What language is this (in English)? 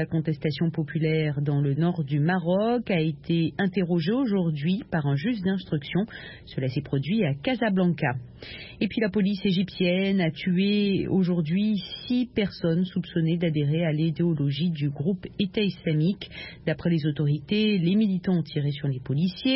French